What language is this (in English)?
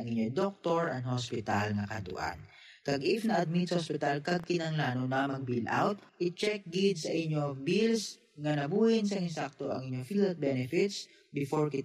Hiligaynon